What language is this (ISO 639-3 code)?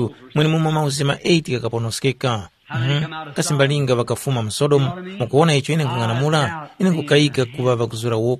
tum